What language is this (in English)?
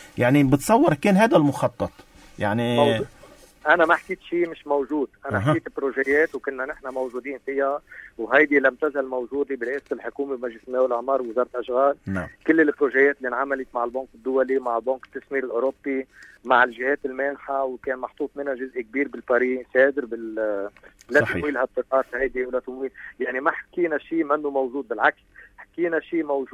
North Levantine Arabic